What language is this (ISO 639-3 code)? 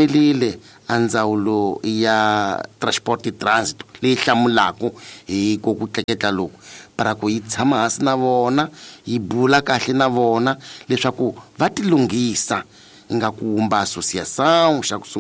tso